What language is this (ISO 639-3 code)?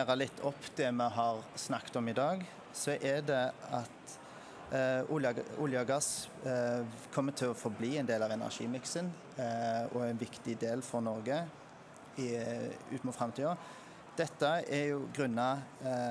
nor